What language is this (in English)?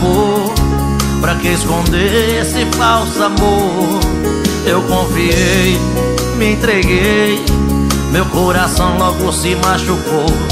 Portuguese